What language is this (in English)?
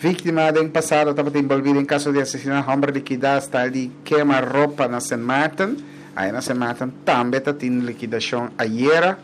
Papiamento